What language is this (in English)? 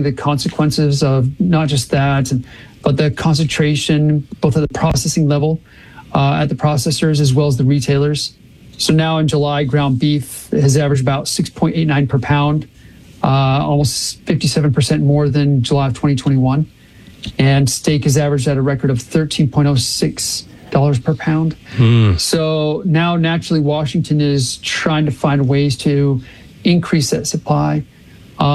English